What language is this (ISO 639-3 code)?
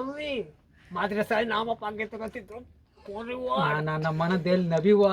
bgp